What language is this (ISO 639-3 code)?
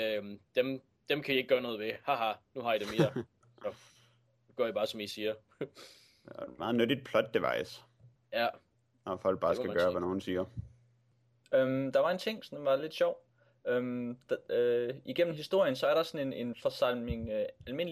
dan